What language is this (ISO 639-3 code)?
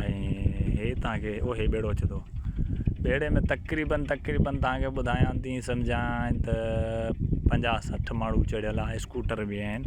snd